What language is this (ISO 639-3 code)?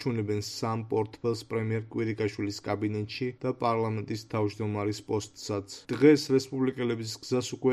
kat